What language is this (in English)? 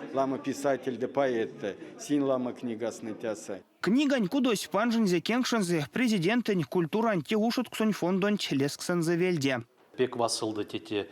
Erzya